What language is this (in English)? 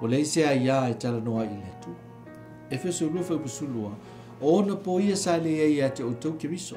Samoan